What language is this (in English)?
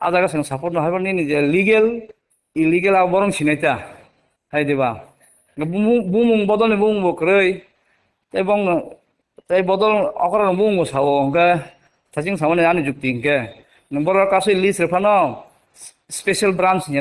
Kok Borok